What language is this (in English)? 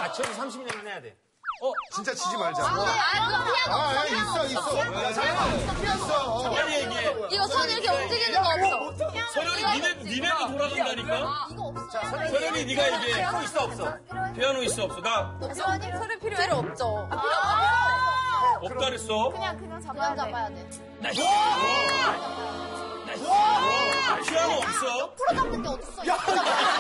Korean